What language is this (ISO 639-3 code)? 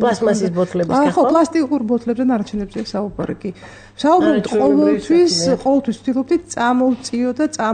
kat